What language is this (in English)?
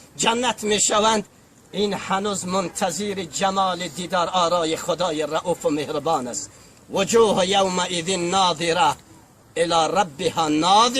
Tajik